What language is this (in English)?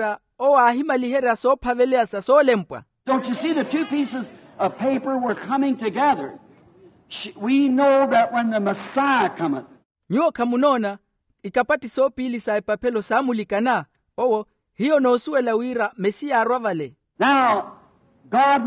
Makhuwa